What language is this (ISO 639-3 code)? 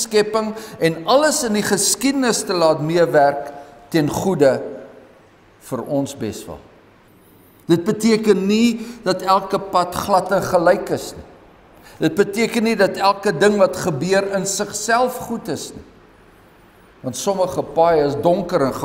afr